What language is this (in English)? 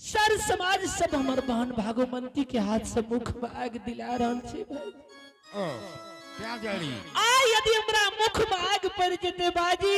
Angika